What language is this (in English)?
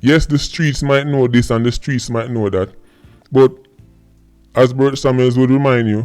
Jamaican Creole English